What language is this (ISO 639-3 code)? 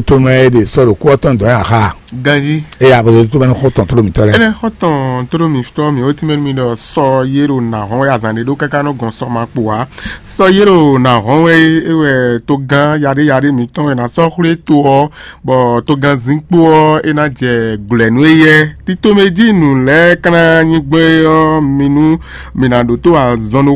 fon